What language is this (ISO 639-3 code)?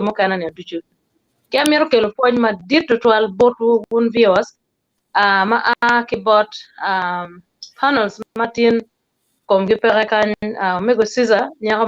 ach